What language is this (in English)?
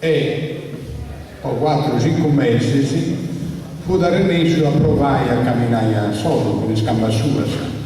Sardinian